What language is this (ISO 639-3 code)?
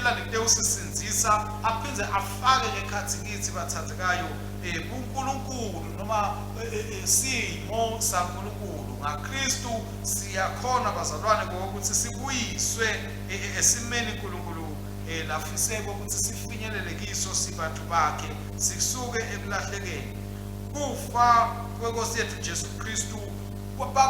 ssw